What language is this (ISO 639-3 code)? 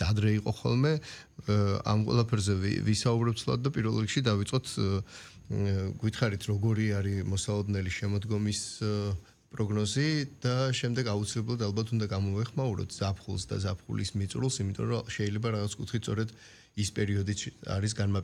kat